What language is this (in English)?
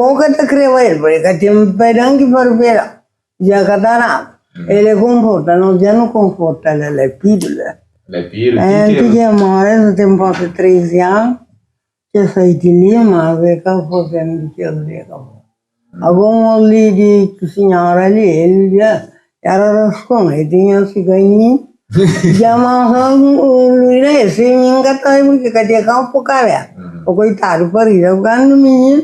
Kabuverdianu